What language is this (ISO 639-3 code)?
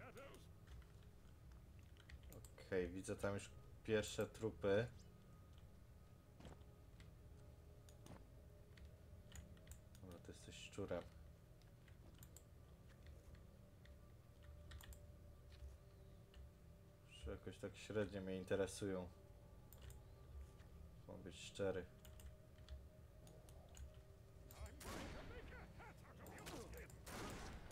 pol